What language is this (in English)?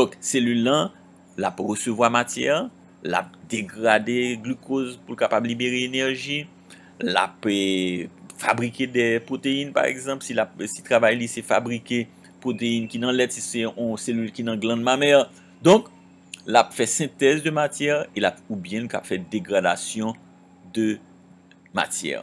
Haitian Creole